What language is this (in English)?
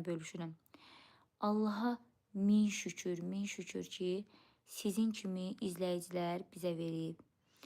Azerbaijani